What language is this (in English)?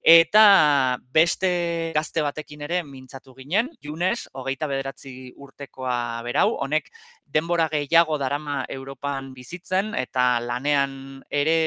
Basque